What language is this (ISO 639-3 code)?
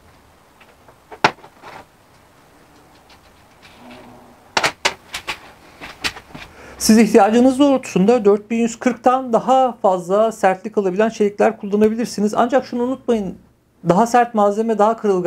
tur